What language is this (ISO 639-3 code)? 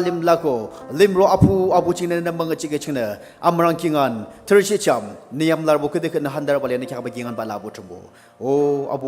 nag